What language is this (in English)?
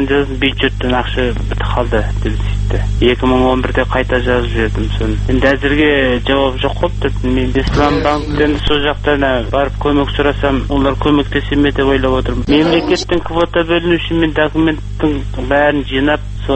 Kazakh